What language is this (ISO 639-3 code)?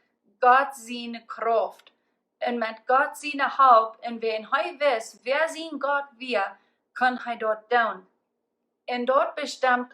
pdt